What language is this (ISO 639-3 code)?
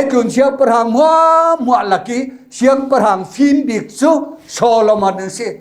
cfm